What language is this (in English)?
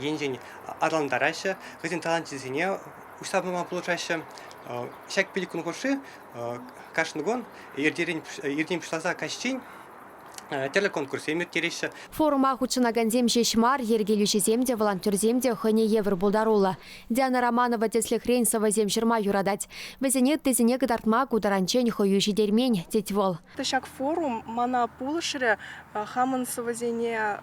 Chuvash